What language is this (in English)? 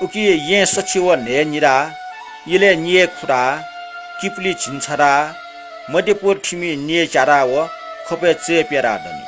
Newari